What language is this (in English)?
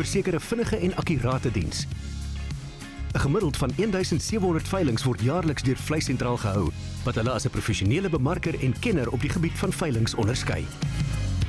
Afrikaans